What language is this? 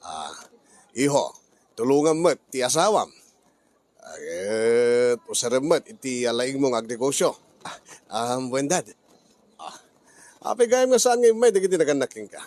Iloko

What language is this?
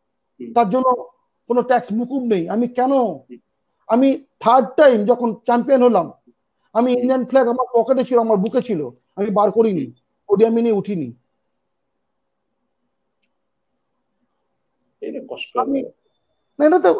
Bangla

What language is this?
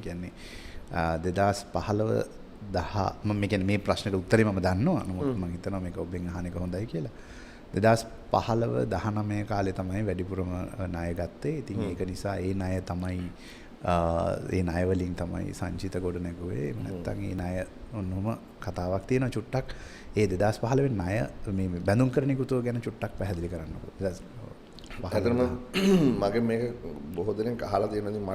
Sinhala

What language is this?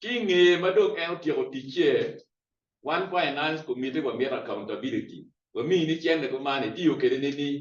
Acoli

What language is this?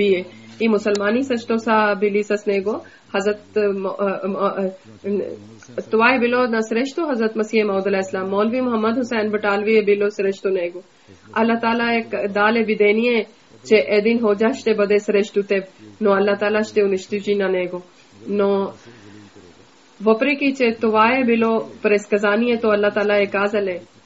Bulgarian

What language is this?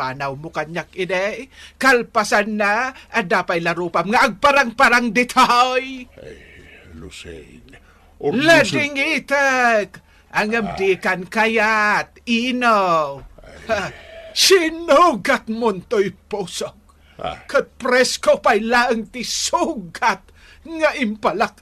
Iloko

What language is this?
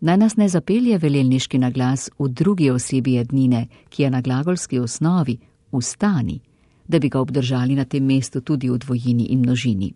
Slovenian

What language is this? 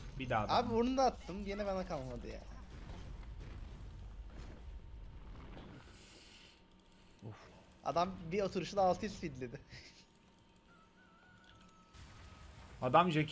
Turkish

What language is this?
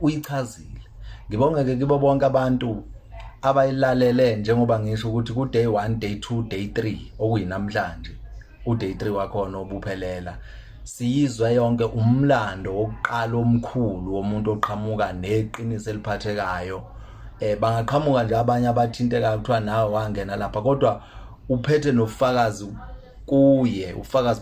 Zulu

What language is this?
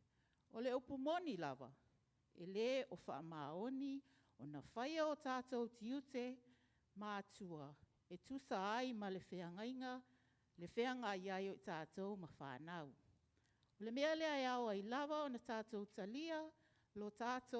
Samoan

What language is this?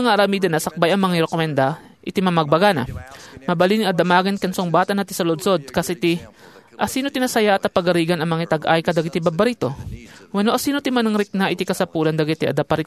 Iloko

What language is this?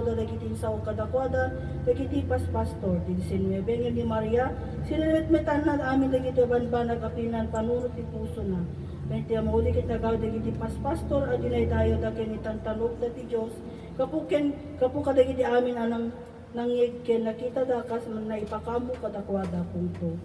Iloko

